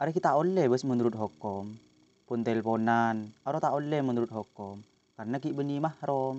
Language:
Madurese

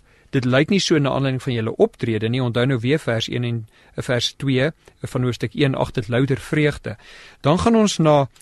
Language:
Afrikaans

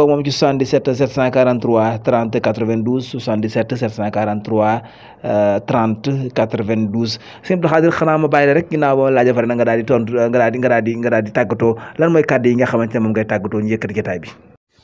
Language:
Wolof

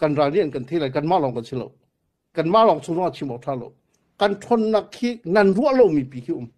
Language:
Hakha Chin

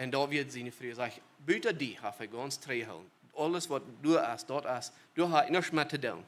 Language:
Plautdietsch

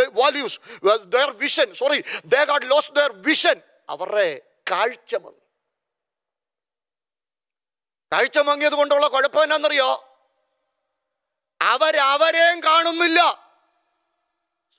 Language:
Malayalam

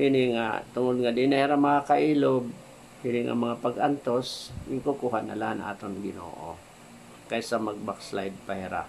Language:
Waray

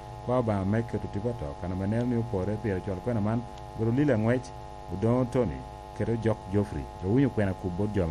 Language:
Lango (Uganda)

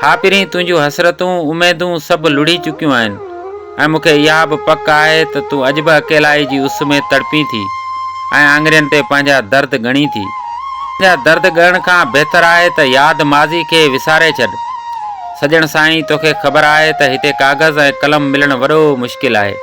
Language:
Sindhi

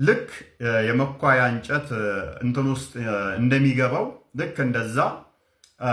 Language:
Amharic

